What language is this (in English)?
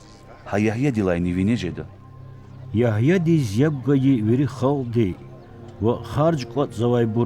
Lezghian